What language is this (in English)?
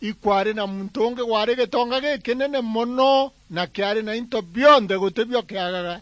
Meru